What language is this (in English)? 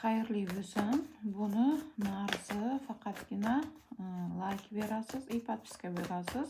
Uzbek